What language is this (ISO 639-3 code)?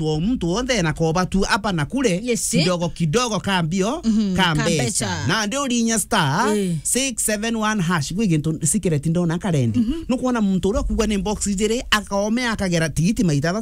mer